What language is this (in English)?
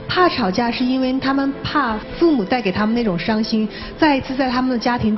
Chinese